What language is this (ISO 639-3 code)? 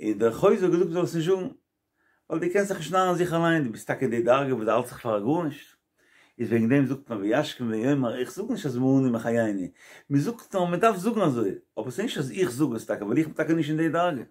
yid